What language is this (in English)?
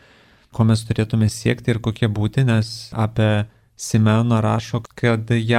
Lithuanian